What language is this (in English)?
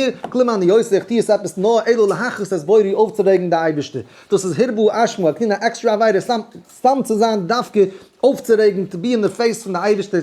Yiddish